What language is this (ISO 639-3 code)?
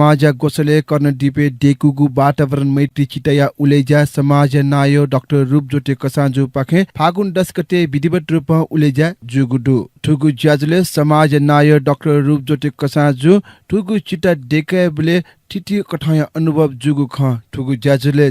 new